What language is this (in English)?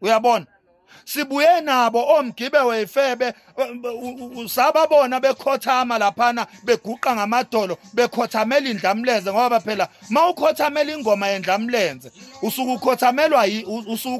Zulu